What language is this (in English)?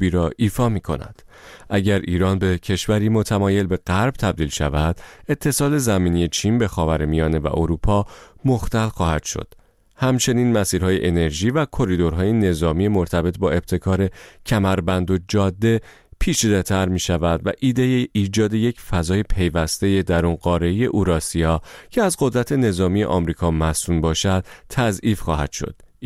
Persian